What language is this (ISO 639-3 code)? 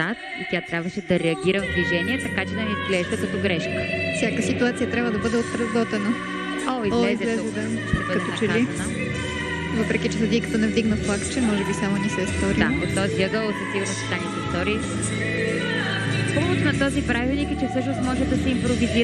bul